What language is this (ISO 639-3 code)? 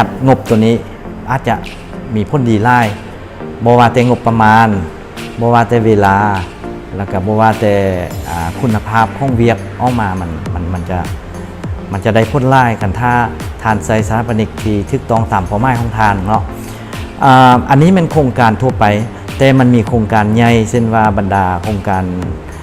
lao